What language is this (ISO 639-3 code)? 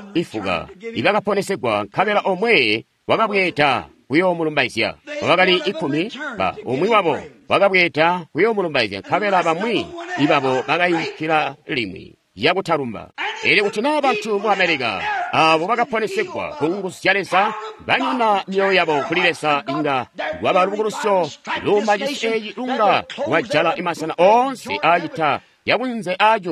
toi